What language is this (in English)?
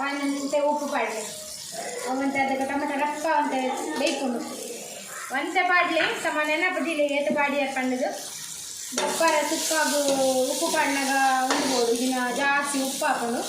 Tulu